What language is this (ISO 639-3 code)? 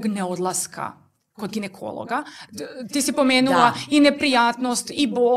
srp